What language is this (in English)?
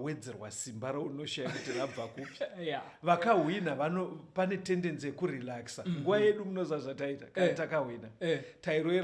Shona